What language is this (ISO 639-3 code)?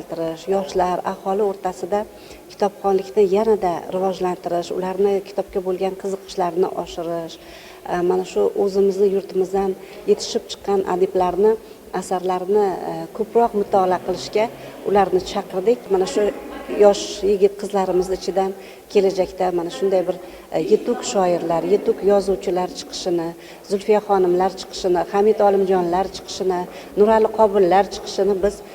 uzb